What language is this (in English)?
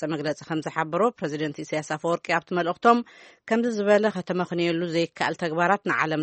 Tigrinya